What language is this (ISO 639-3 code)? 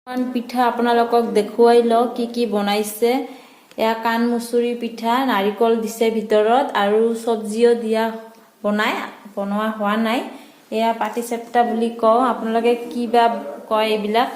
asm